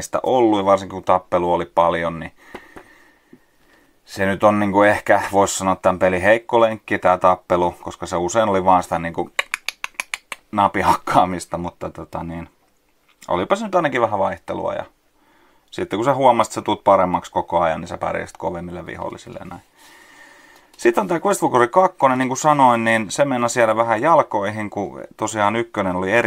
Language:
Finnish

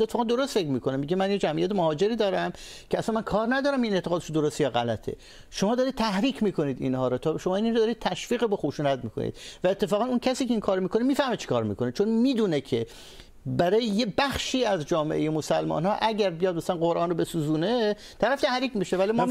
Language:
Persian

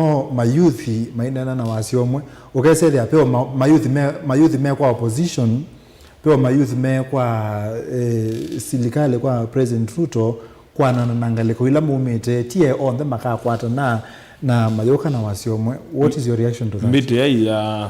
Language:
Kamba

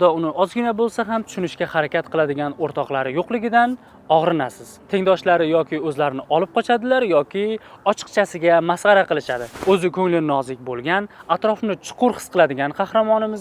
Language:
Uzbek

